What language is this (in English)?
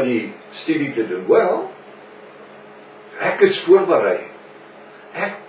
Afrikaans